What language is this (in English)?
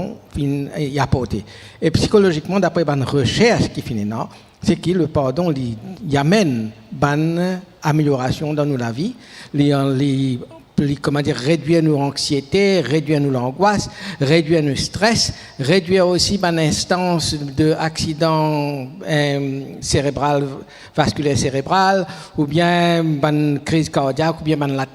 Morisyen